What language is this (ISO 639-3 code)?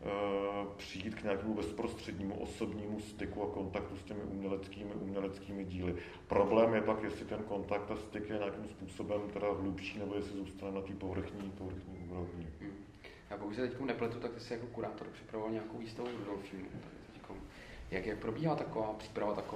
ces